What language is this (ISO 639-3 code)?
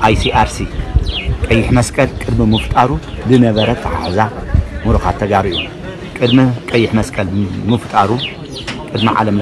tir